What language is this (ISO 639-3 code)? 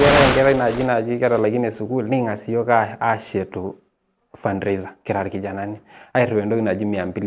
mas